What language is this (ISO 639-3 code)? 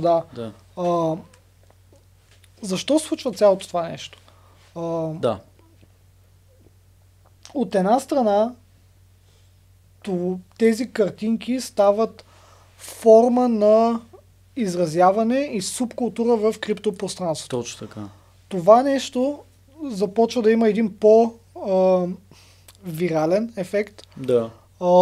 bul